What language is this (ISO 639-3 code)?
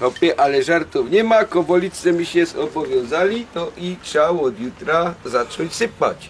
szl